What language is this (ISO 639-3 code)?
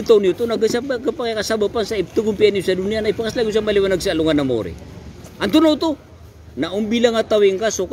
mrw